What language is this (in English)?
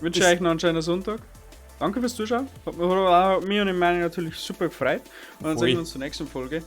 Bavarian